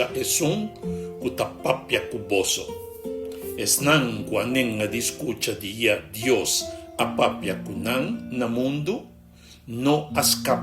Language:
Papiamento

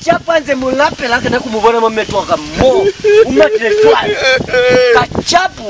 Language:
Lozi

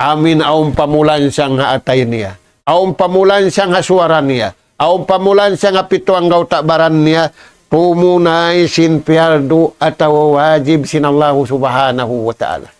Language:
Tausug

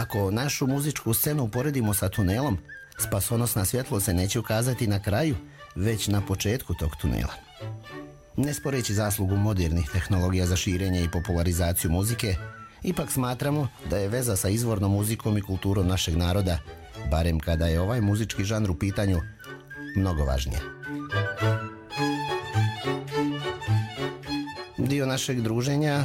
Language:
Serbian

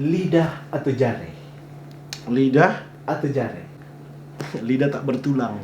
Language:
Manado Malay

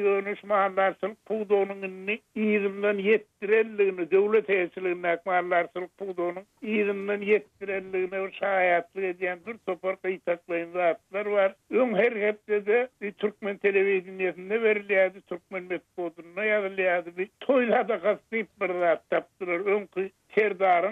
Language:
Turkmen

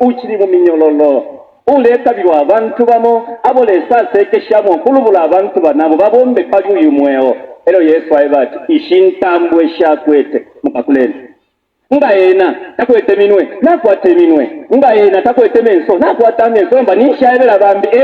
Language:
Bemba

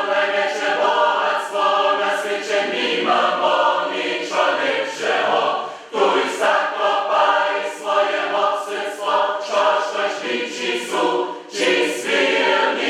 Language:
Upper Sorbian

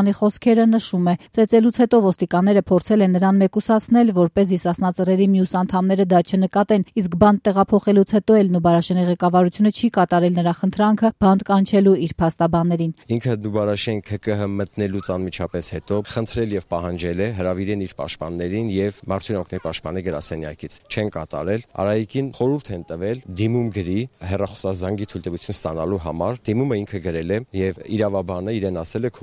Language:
Armenian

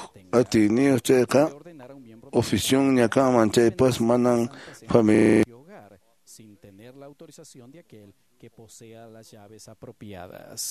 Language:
Quechua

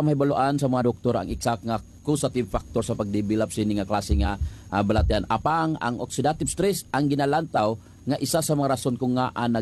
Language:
Hiligaynon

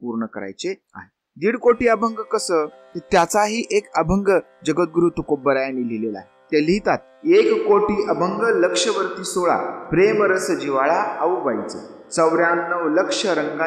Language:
Marathi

